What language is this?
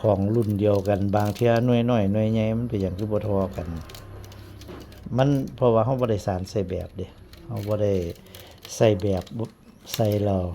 Northeastern Thai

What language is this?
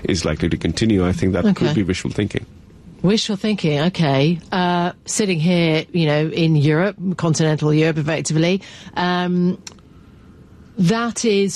English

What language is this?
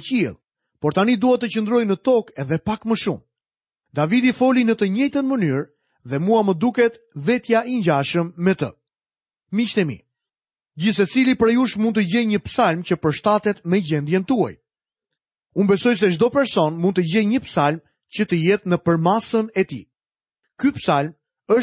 Albanian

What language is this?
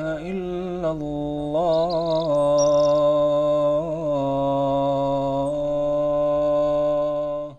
Bosnian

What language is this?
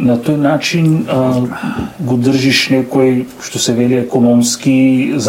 Macedonian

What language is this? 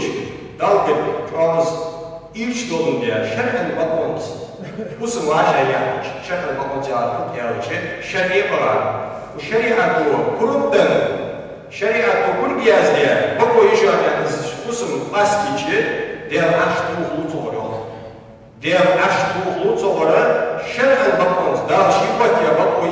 Ingush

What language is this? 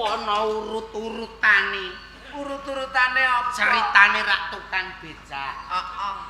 Javanese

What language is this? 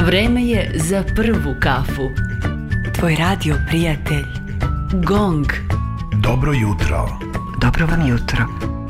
Serbian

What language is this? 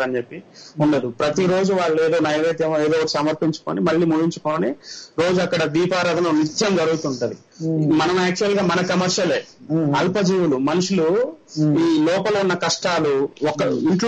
Telugu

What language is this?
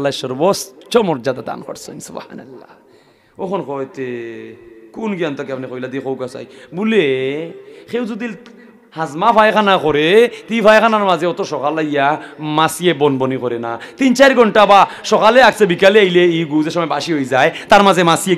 Sylheti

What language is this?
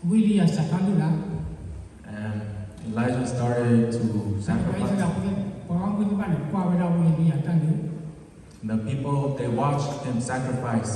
S'gaw Karen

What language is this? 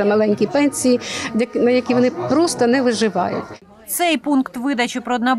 Ukrainian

